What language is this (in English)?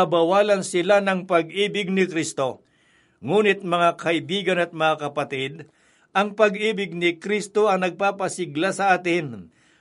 Filipino